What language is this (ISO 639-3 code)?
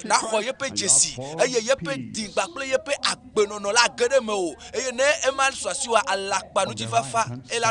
ewe